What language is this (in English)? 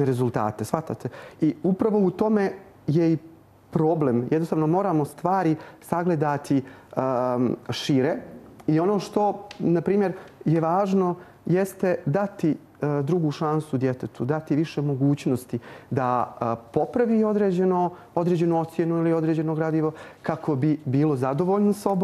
Croatian